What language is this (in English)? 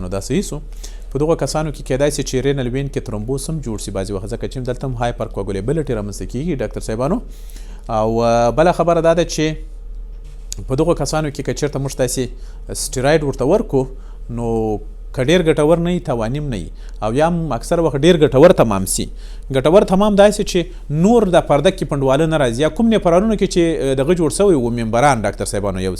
Pashto